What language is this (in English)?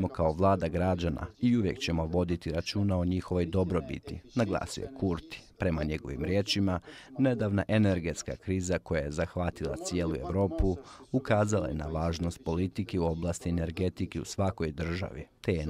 Bosnian